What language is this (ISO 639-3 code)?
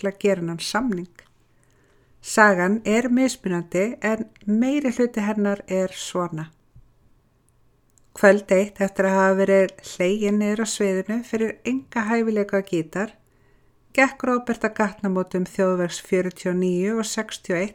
isl